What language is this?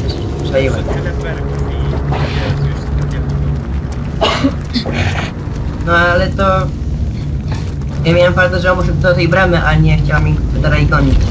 Polish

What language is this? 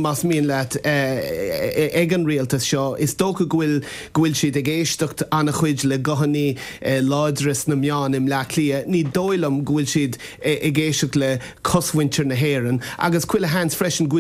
Irish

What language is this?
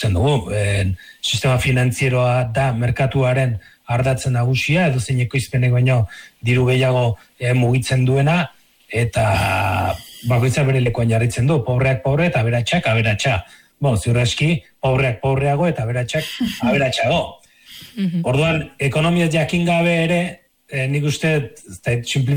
Basque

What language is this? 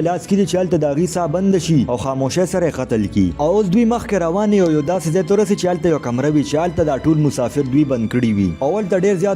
Pashto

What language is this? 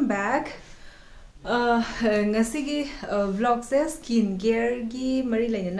Manipuri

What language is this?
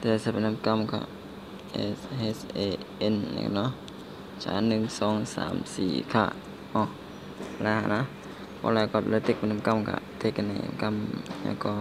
Shan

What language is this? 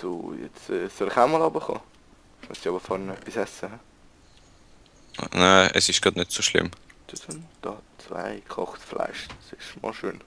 Swiss German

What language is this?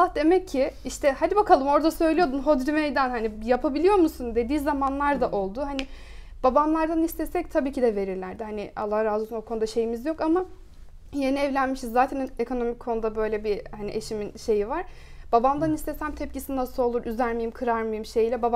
Turkish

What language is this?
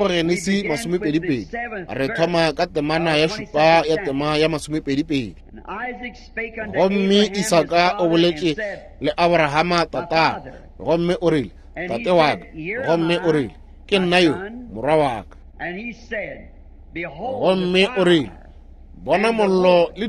Northern Sotho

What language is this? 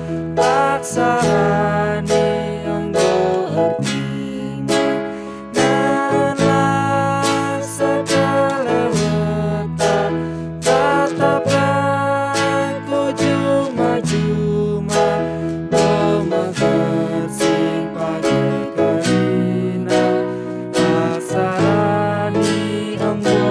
Batak Karo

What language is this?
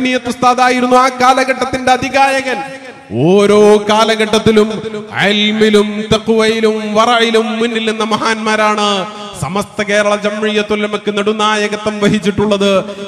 Malayalam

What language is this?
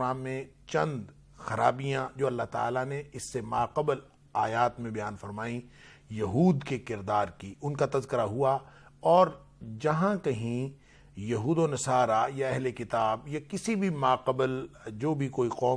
Urdu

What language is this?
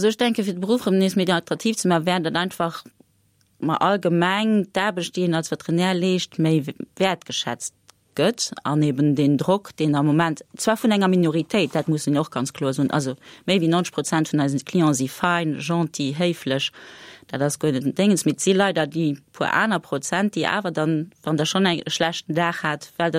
Luxembourgish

